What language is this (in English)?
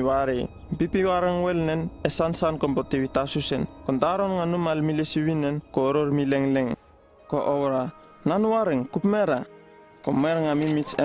Uripiv-Wala-Rano-Atchin